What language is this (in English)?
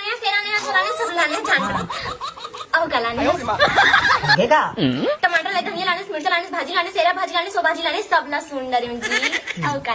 Chhattisgarhi